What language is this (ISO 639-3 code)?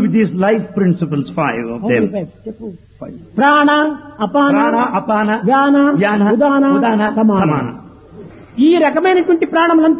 tel